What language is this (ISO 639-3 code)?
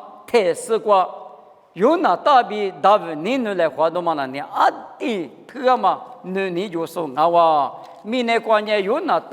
lis